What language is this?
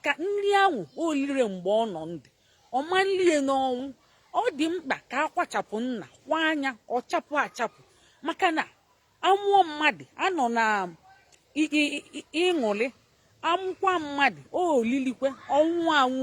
Igbo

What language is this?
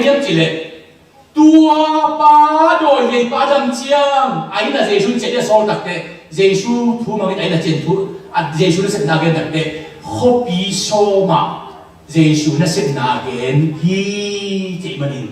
Tedim Chin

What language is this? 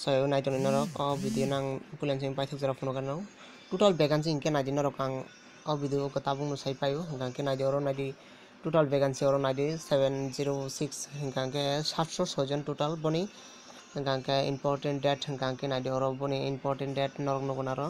Kok Borok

